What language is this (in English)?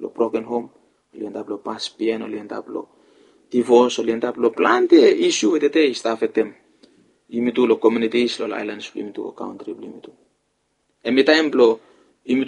Bislama